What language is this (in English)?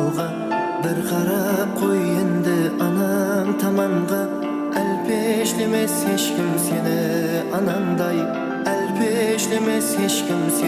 Kara-Kalpak